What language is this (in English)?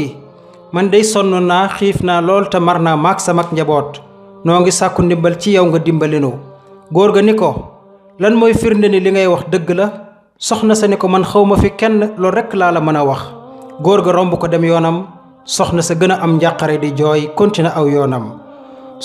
Wolof